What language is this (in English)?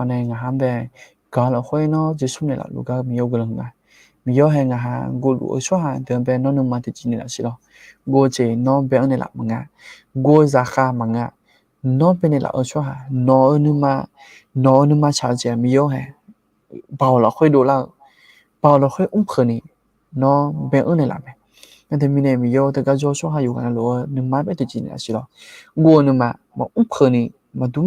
Akha